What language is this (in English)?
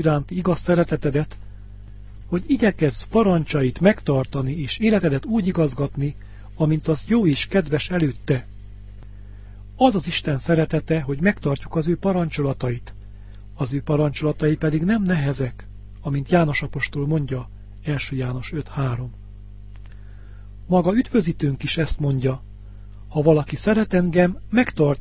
Hungarian